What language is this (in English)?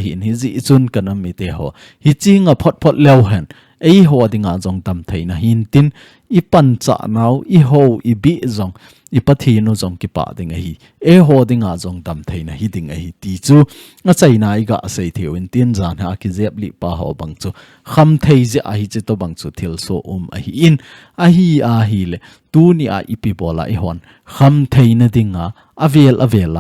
Thado Chin